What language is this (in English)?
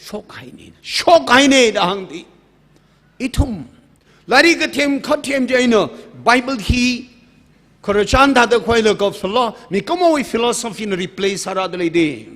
Tangkhul Naga (India)